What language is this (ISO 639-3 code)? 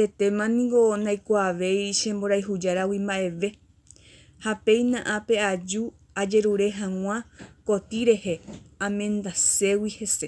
grn